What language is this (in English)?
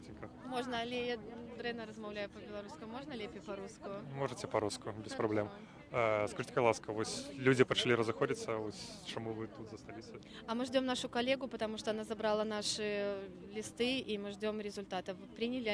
Belarusian